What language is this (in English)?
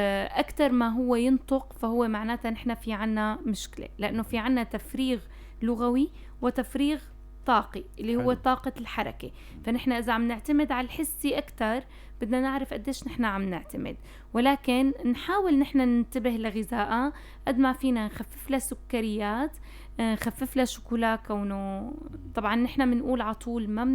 North Levantine Arabic